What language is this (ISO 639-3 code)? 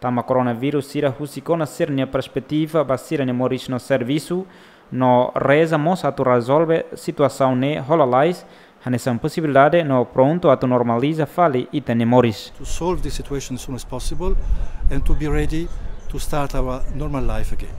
tet